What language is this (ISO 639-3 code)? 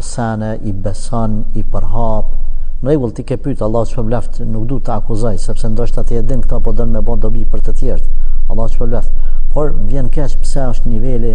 sqi